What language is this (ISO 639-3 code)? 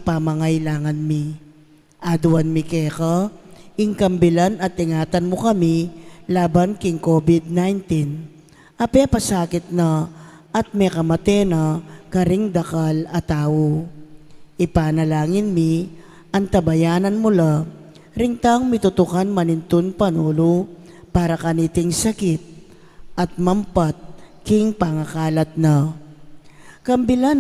pam